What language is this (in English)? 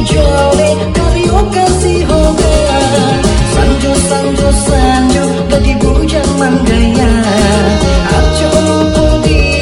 Minangkabau